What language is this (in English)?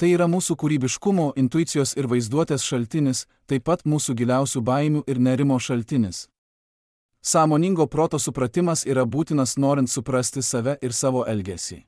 Lithuanian